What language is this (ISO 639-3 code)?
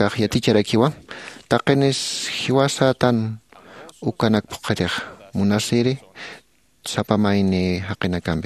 aym